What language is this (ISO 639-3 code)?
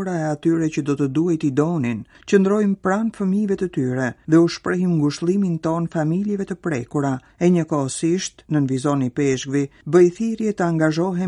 sqi